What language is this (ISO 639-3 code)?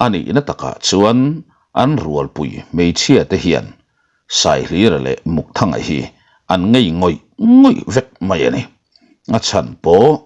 lus